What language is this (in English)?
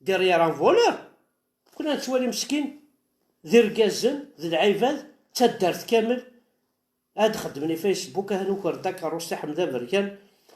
Kabyle